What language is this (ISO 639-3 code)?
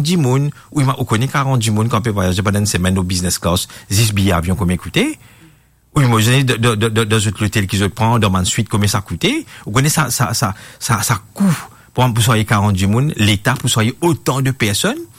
mfe